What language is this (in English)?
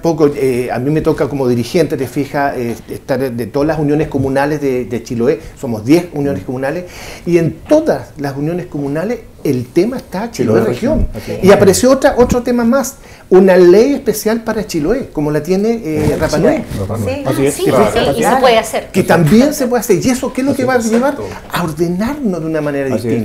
Spanish